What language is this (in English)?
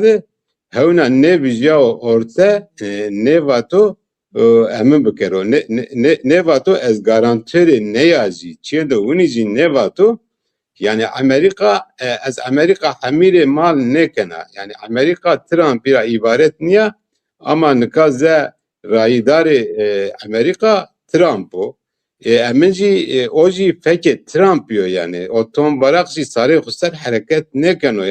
Zaza